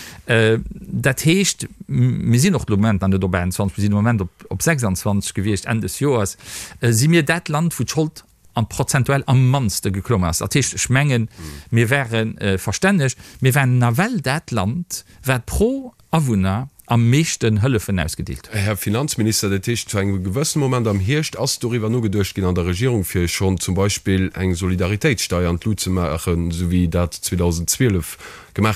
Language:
Luxembourgish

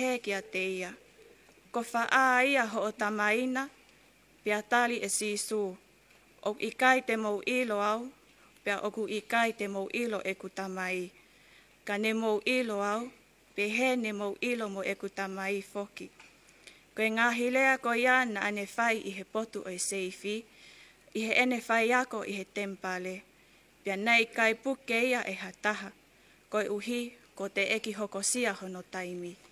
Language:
Tongan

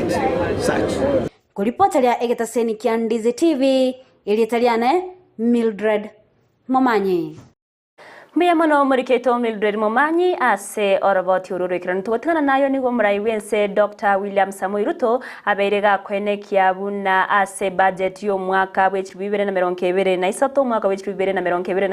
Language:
Gusii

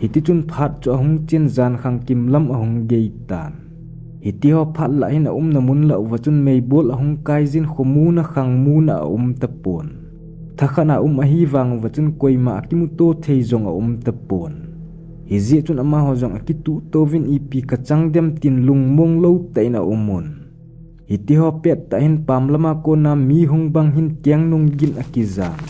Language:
Thado Chin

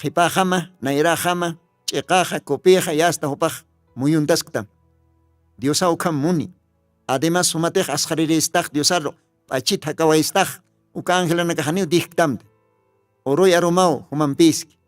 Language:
Aymara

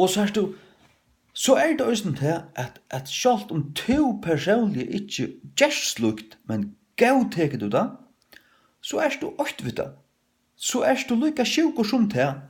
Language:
Faroese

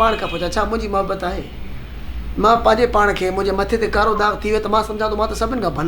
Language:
Sindhi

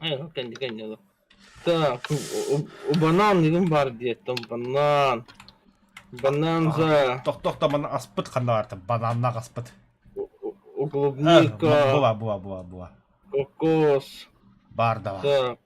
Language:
Yakut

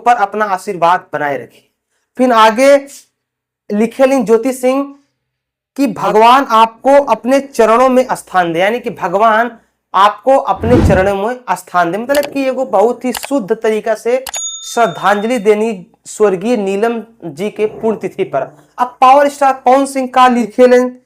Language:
Bhojpuri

